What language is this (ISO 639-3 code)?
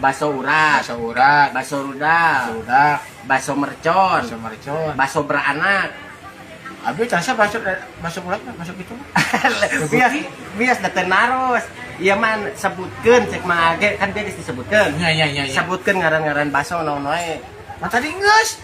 sun